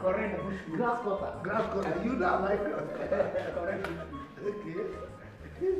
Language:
Nigerian Pidgin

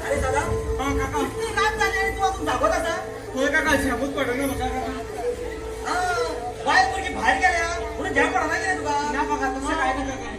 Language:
Konkani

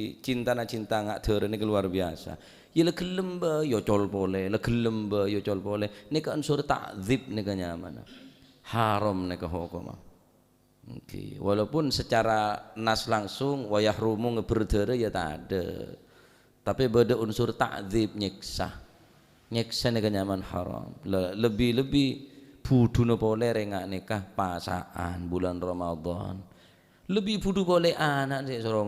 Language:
Madurese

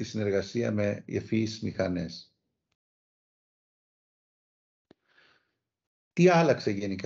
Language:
Greek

